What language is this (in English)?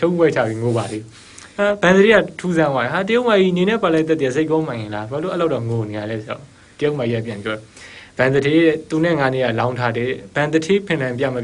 Burmese